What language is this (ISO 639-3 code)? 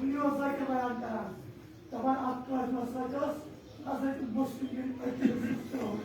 kas